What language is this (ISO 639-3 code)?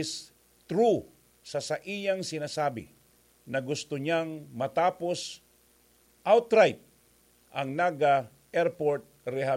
bik